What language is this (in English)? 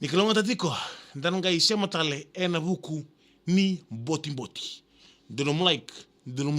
Fijian